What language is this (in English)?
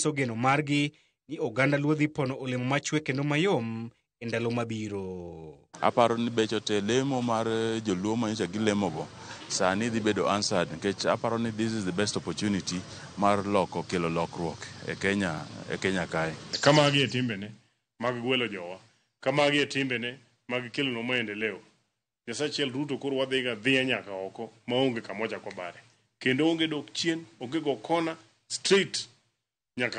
Luo (Kenya and Tanzania)